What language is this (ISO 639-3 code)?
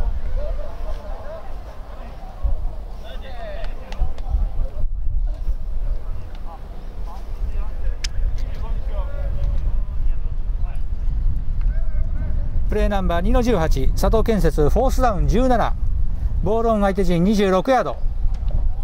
jpn